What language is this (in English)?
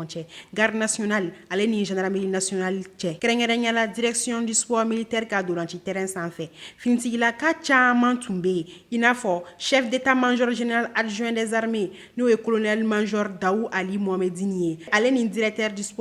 Bambara